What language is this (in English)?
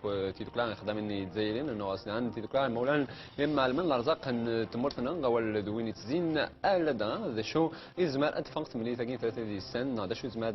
Kabyle